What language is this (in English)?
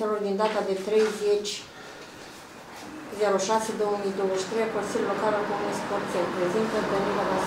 Romanian